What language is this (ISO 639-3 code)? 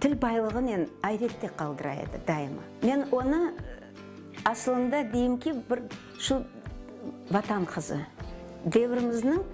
crh